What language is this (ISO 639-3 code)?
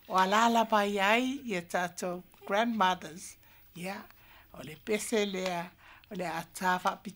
smo